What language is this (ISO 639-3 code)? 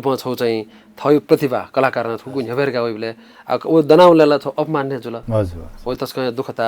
new